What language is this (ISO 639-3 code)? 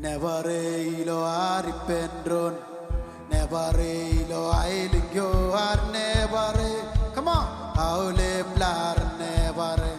mah